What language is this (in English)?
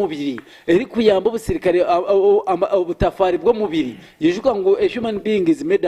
Nyankole